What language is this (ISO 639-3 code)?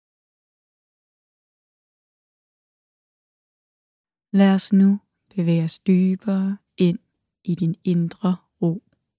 dan